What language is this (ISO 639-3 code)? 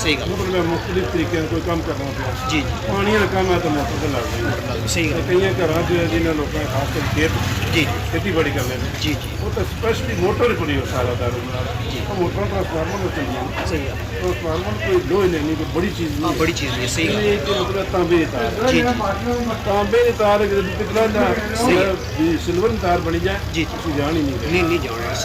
phr